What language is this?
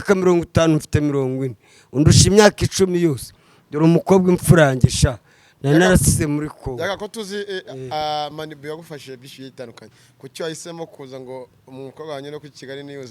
Kinyarwanda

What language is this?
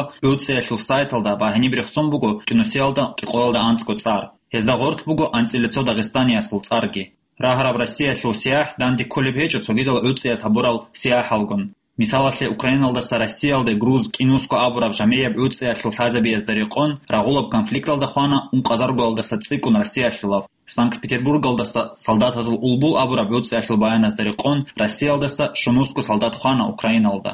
Avaric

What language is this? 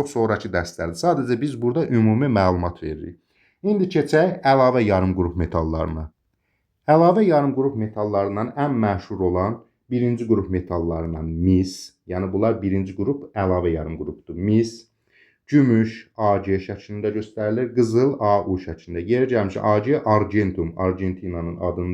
Azerbaijani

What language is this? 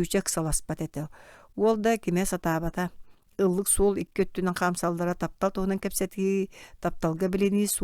Yakut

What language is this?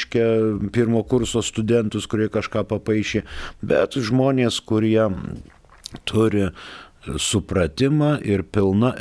Lithuanian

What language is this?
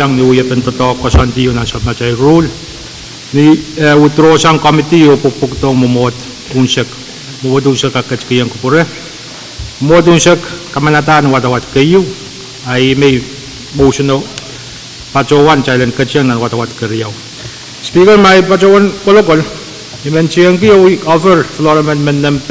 Pohnpeian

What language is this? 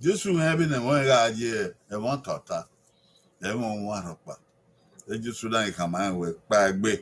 Bini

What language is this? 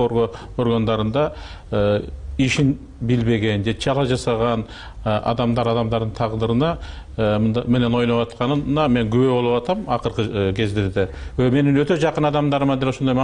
Kyrgyz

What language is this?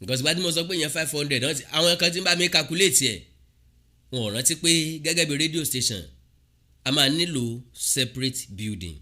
Yoruba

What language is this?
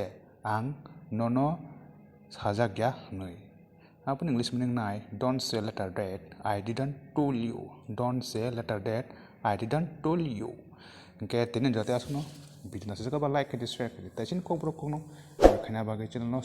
Kok Borok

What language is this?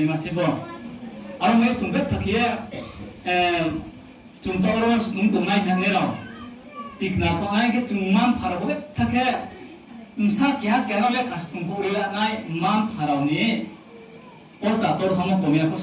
Riang (India)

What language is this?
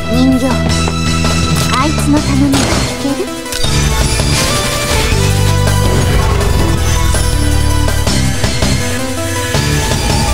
Japanese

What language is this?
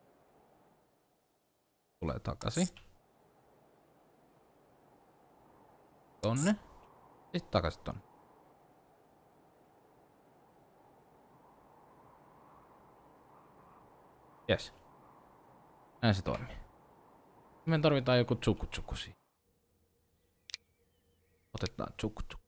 Finnish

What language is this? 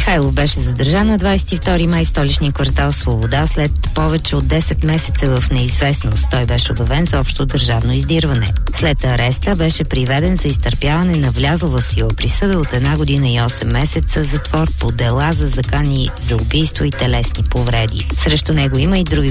Bulgarian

